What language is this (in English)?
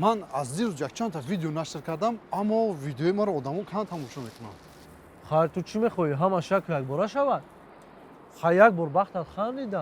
Tajik